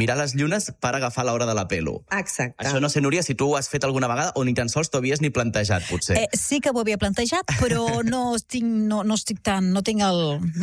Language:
Catalan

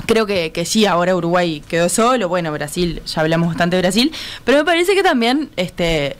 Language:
Spanish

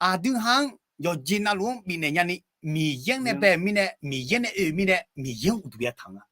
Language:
Akha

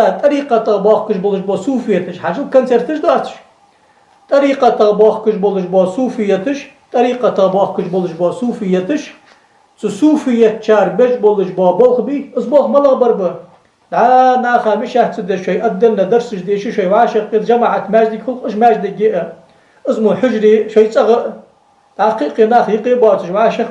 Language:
Ingush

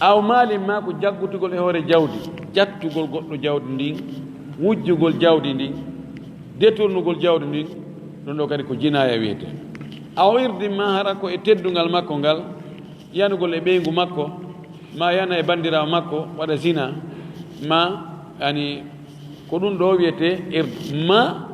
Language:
Fula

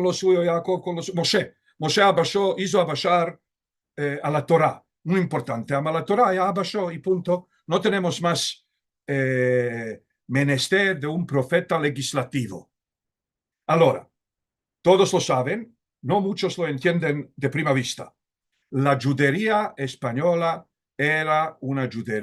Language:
Ladino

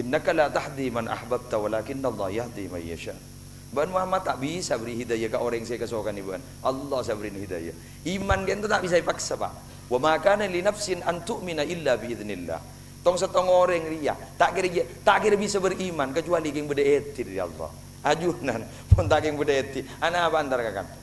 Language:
Madurese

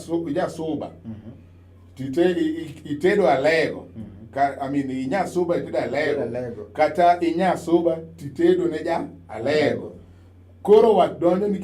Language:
Luo (Kenya and Tanzania)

